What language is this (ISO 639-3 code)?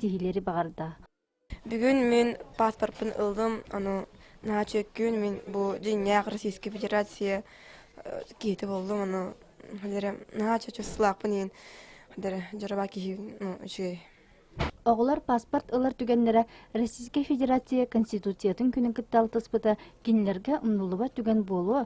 sah